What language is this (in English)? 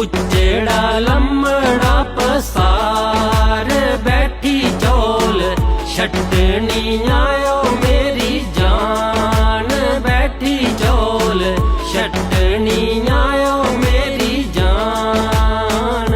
Dogri